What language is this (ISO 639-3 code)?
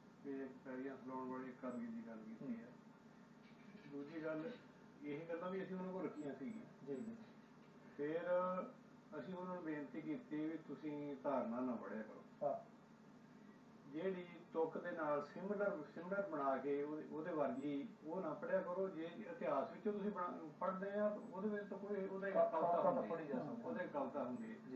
pan